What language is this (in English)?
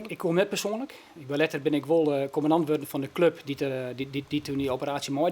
Western Frisian